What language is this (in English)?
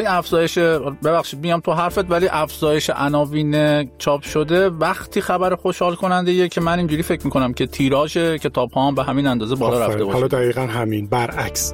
Persian